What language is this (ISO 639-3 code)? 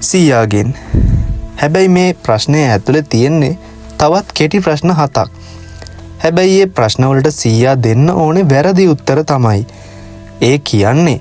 sin